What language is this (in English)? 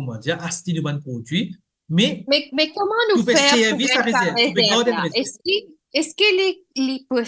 Morisyen